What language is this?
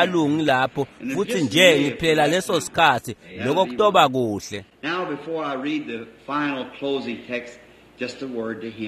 Swati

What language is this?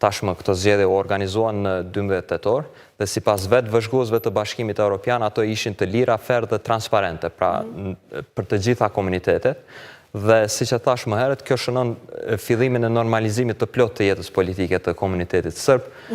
Albanian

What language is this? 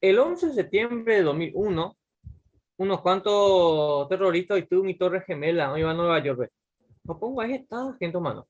Guarani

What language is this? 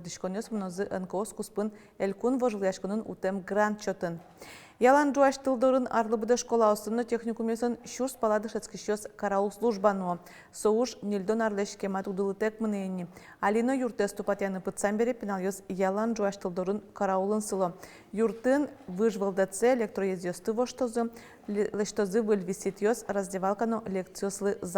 Udmurt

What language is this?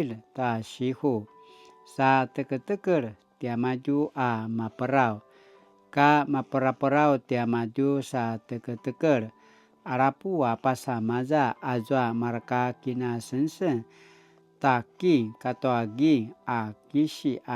Paiwan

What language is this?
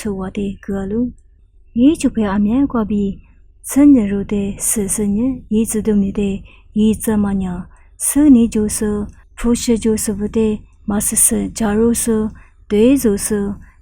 Lisu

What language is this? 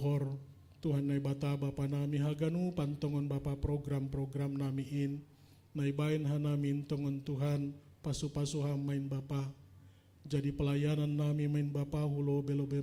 Batak Simalungun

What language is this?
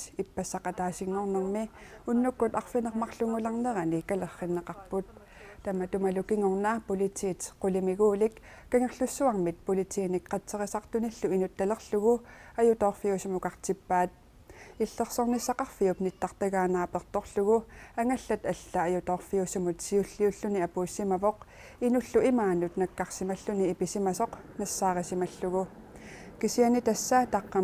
Kalaallisut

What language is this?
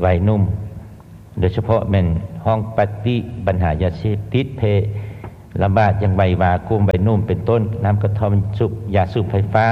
Lao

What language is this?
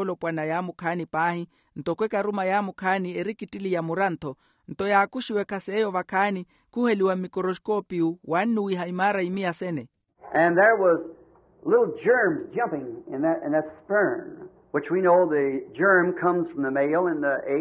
Makhuwa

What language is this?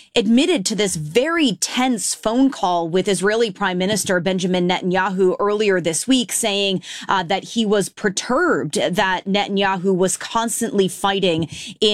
English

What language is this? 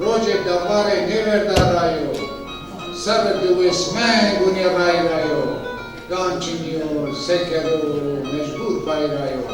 Zaza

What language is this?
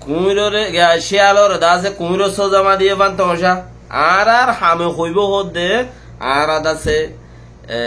Rohingya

